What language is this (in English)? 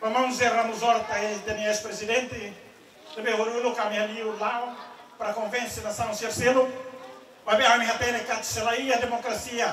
Tetum